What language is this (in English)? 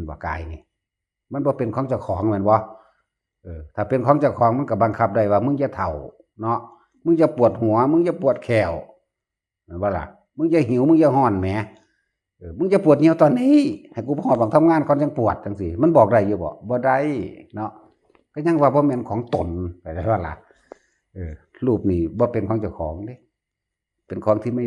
Northeastern Thai